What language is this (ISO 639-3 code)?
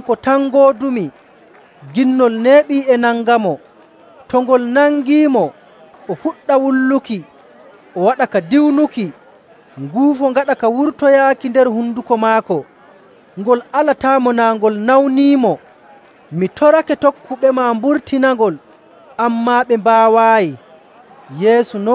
fuv